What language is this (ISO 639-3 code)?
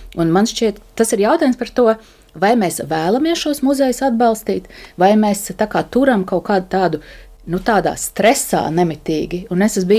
lav